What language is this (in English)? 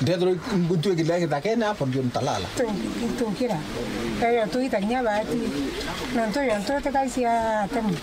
Meru